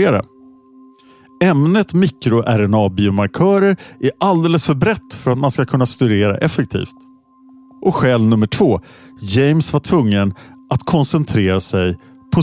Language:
Swedish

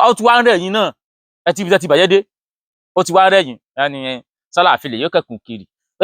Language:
Yoruba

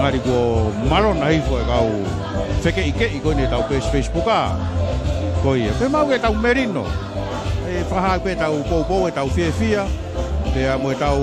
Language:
Tongan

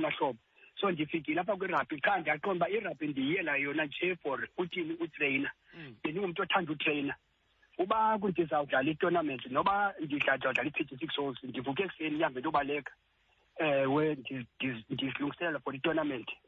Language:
Xhosa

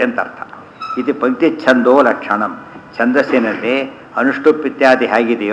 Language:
Kannada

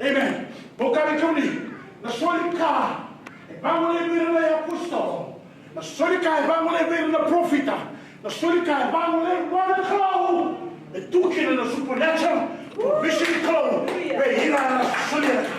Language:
Fijian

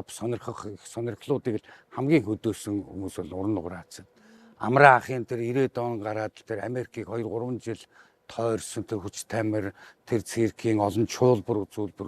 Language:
Mongolian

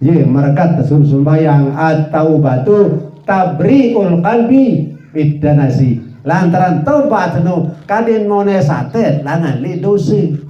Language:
Sasak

